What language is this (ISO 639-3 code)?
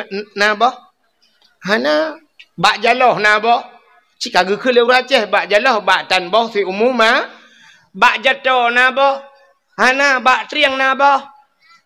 ace